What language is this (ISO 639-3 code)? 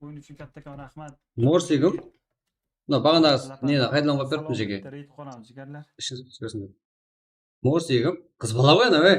kaa